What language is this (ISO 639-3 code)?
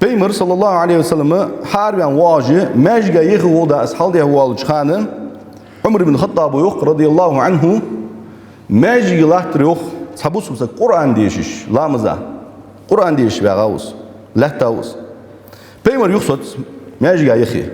inh